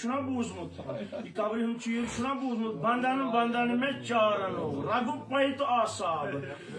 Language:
Kashmiri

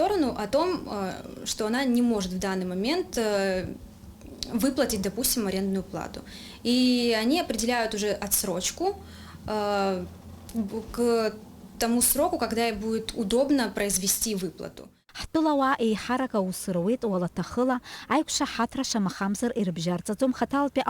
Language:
Abkhazian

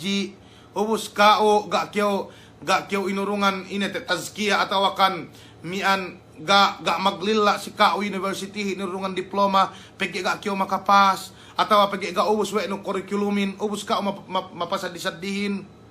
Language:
Yakan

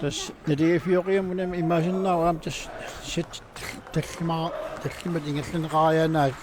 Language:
Kalaallisut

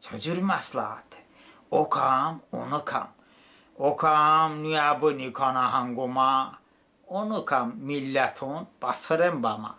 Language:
Talysh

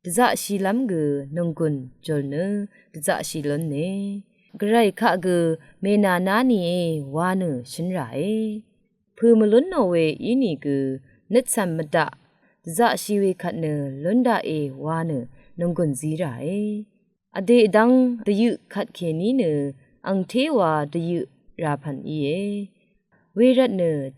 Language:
Rawang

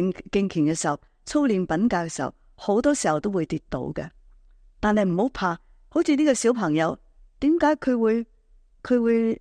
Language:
Cantonese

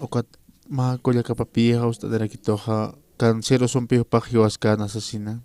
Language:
Aymara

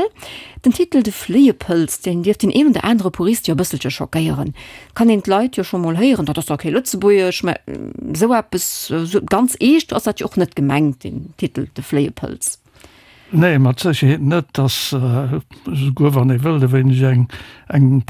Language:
Luxembourgish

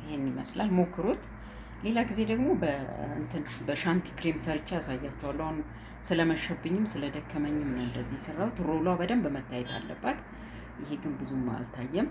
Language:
Amharic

